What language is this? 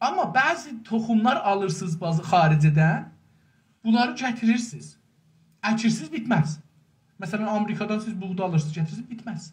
South Azerbaijani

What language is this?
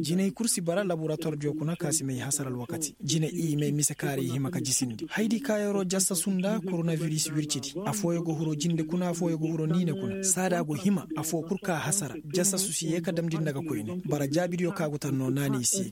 Koyraboro Senni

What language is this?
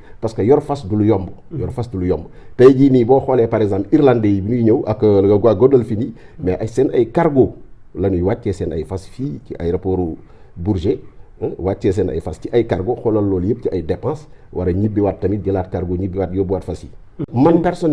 Wolof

